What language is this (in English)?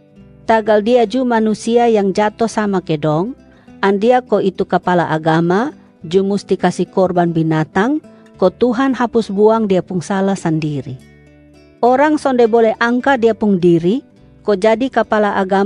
Kupang Malay